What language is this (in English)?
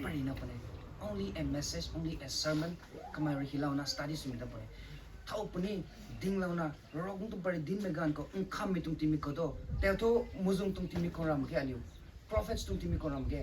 Rongmei Naga